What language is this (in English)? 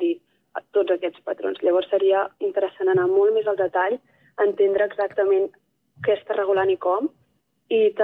Catalan